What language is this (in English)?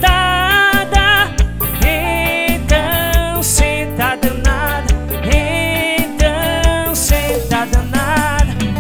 Portuguese